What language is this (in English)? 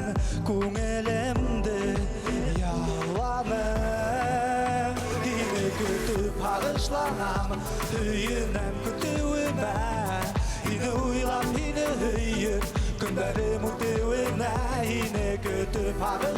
Bashkir